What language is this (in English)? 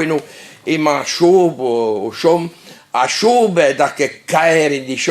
Breton